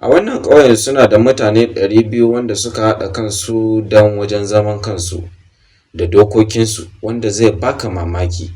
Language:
Hausa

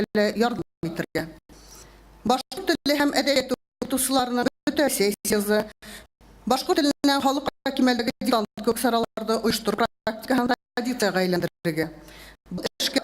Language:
Bashkir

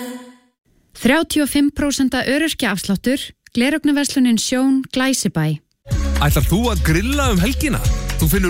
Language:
Icelandic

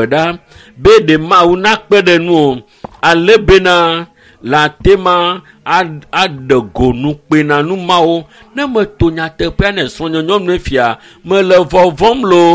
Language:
Ewe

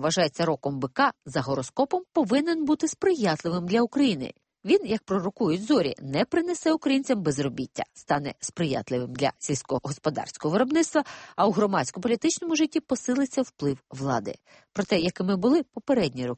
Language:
Ukrainian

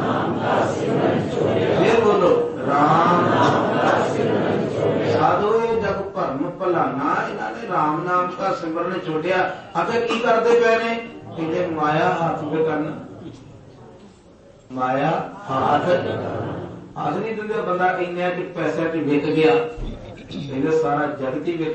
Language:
Punjabi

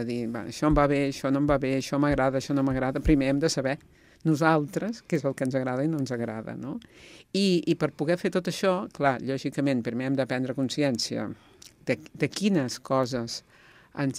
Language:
Catalan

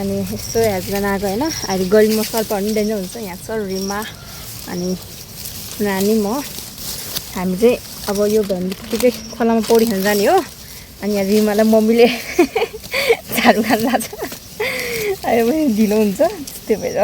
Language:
Nepali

